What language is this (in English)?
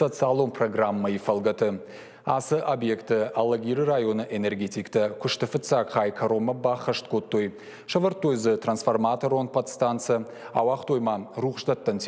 Ossetic